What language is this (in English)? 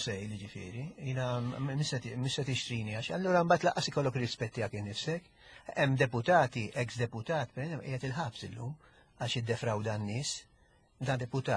Maltese